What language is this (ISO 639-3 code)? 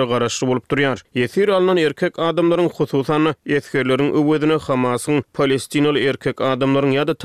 tuk